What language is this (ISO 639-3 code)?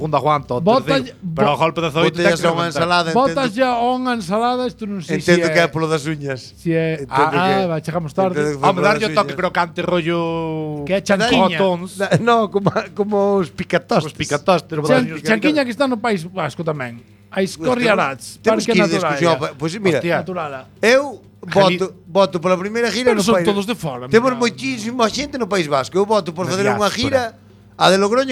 glg